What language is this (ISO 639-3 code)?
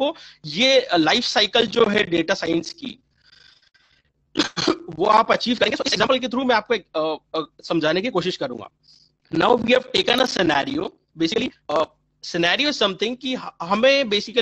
hin